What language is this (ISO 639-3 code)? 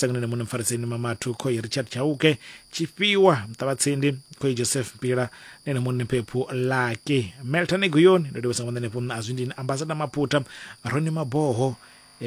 ven